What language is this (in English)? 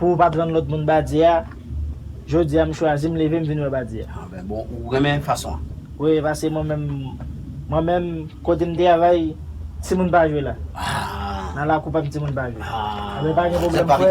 Haitian Creole